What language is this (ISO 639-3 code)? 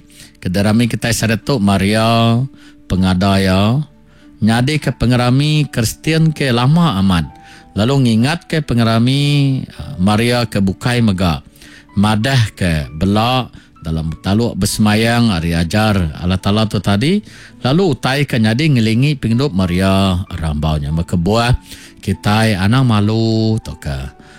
iba